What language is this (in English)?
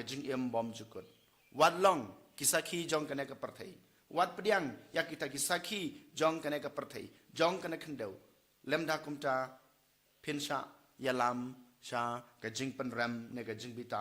Khasi